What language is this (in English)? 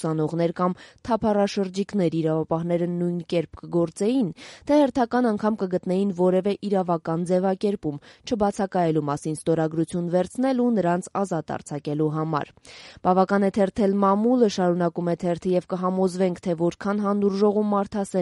Armenian